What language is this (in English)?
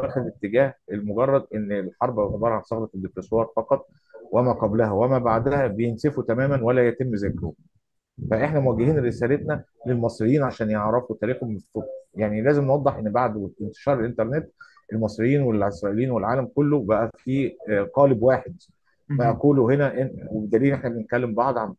Egyptian Arabic